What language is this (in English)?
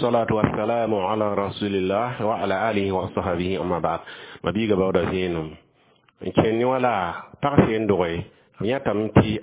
Mossi